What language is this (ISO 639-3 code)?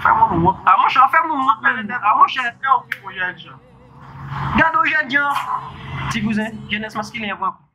hat